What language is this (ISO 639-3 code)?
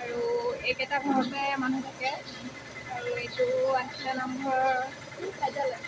asm